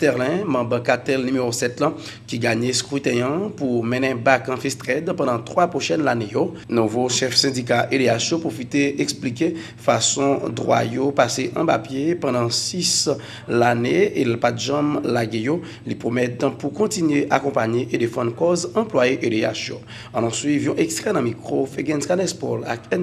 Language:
Haitian Creole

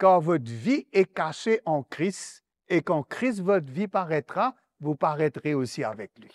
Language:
Morisyen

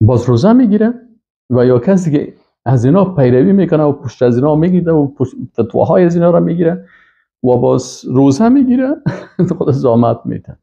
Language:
Persian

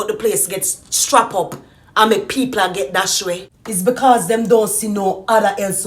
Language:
Jamaican Creole English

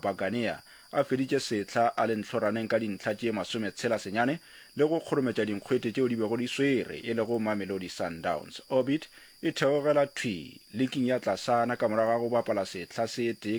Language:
Northern Sotho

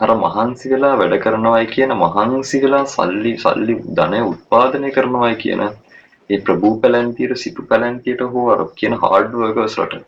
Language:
Sinhala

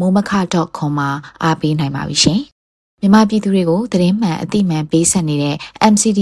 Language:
Burmese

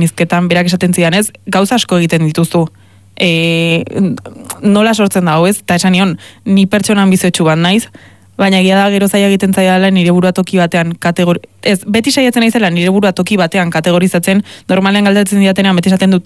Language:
Basque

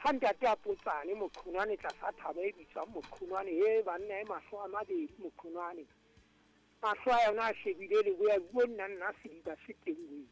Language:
Southern Sotho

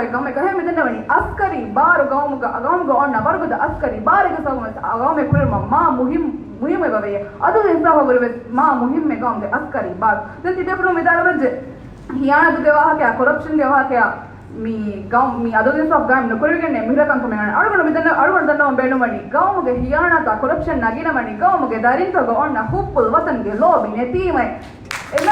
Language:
Divehi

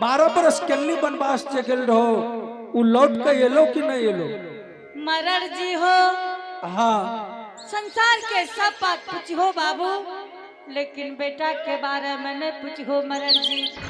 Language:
Angika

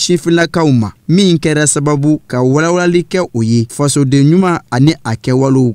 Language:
Bambara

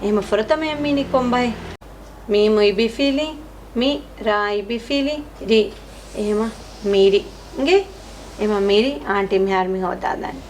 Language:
Divehi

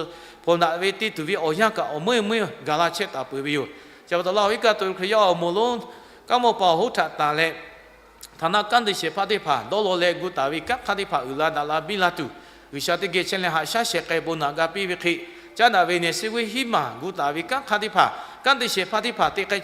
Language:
Lahu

